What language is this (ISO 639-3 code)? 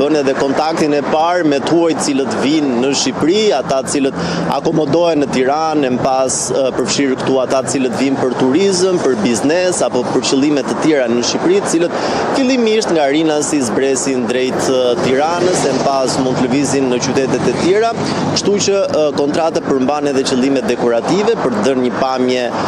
sqi